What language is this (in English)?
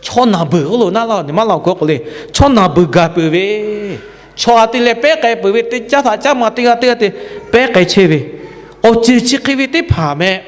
Lahu